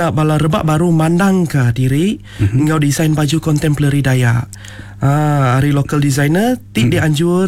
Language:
Iban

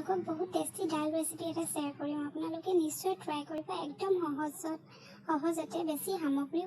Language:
Assamese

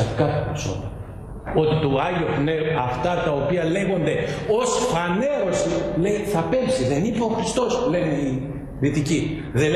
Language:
Greek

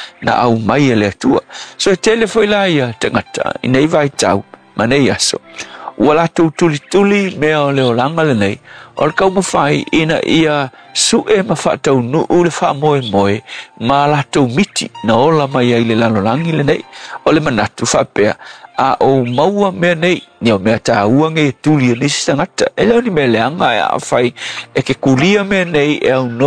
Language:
Samoan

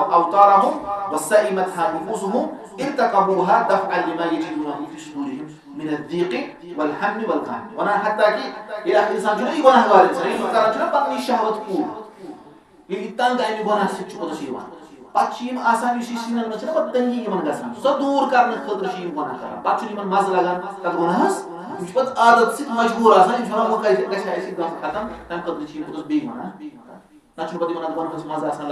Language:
Kashmiri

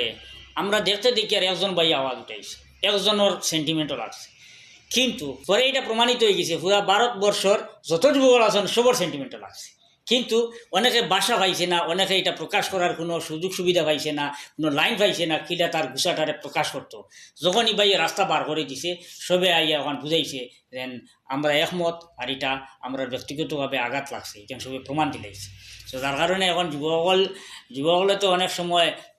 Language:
Sylheti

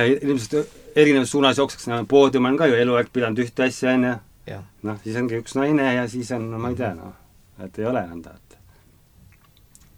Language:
Estonian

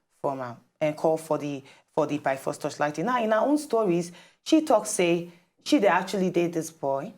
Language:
Nigerian Pidgin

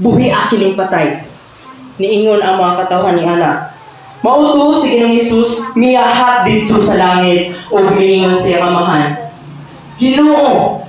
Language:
Cebuano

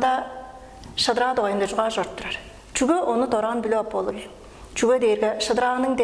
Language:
Tuvinian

